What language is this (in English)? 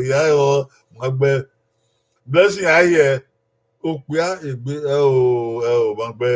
Bini